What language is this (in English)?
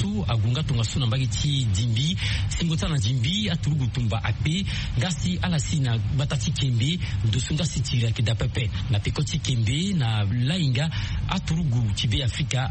Sango